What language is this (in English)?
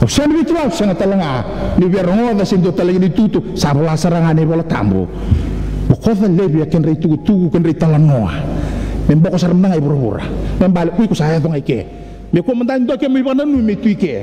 Fijian